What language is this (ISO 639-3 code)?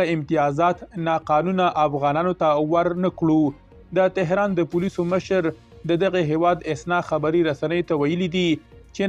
pus